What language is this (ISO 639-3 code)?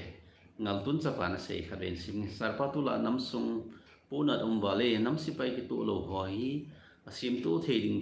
tcz